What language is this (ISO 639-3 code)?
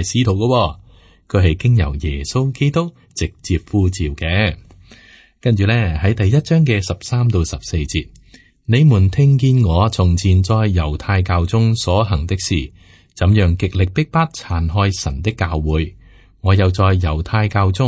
yue